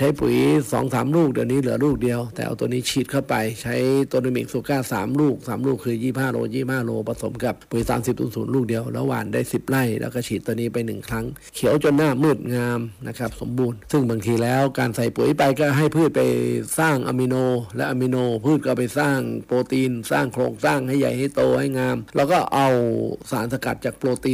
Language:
Thai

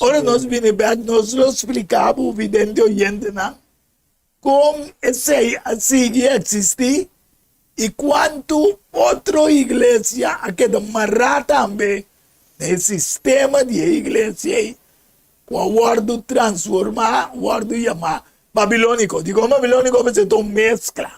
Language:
Papiamento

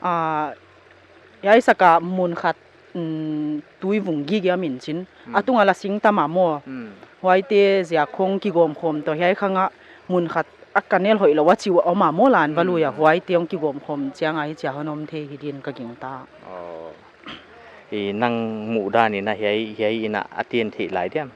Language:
Paite Chin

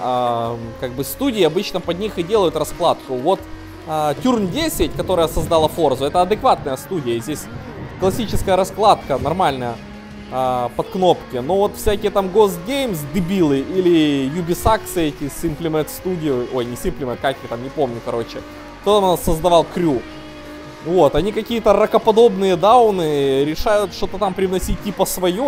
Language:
Russian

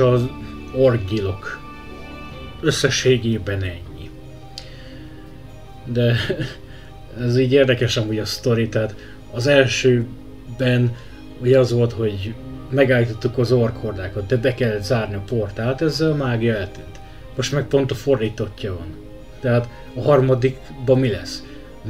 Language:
Hungarian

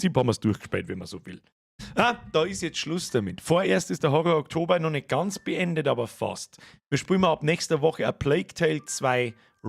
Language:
Bavarian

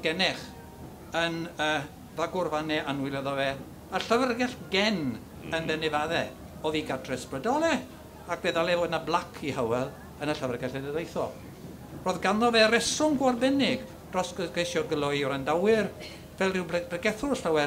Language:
Welsh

